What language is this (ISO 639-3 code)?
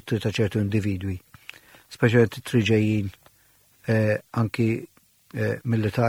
mlt